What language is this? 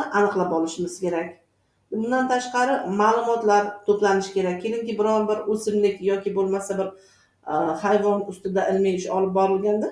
Uzbek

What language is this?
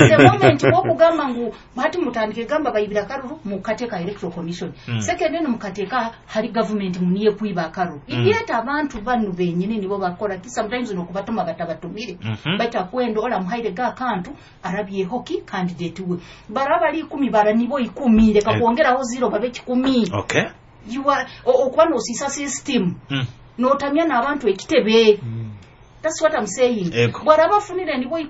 Nyoro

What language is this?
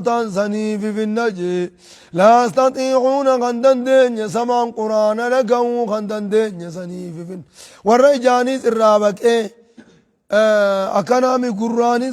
Oromo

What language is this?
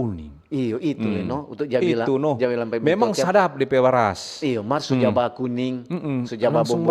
Manado Malay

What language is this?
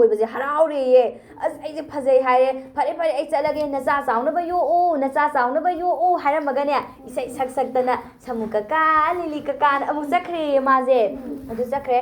Manipuri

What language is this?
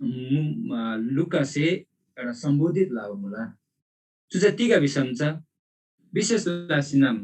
Eastern Tamang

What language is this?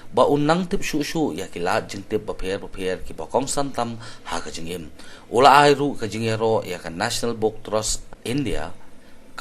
Khasi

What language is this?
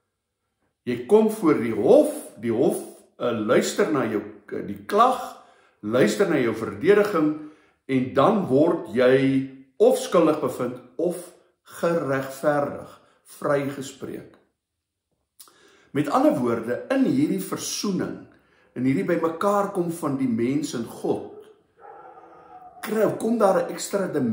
Afrikaans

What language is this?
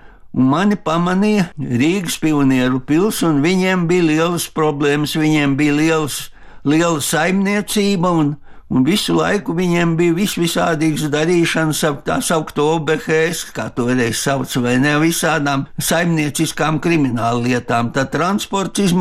Latvian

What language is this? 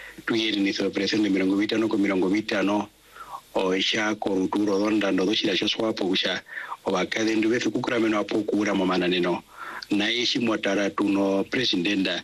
Swahili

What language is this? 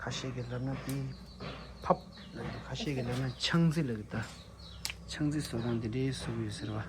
Tibetan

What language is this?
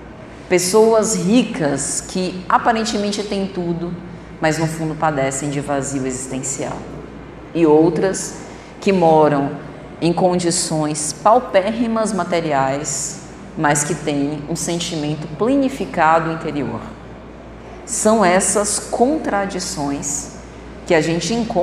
Portuguese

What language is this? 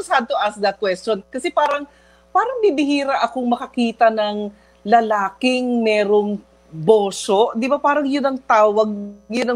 Filipino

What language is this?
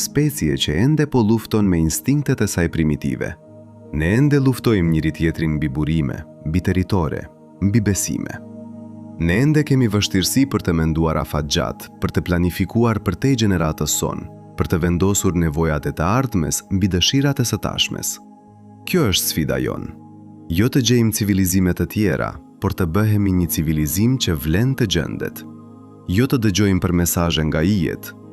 Albanian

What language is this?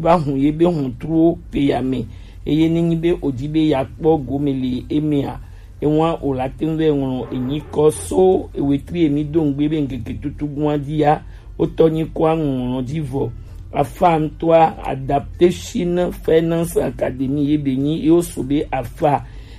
Gen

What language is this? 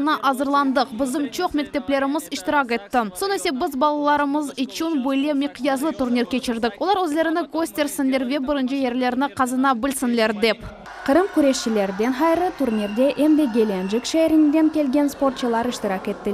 Crimean Tatar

